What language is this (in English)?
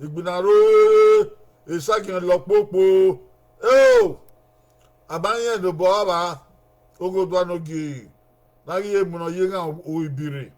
Bini